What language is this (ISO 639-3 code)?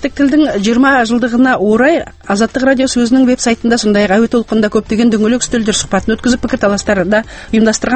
kaz